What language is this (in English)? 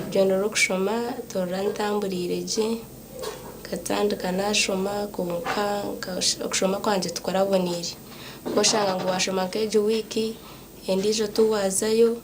Nyankole